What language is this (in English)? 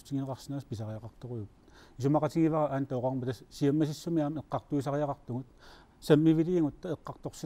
Kalaallisut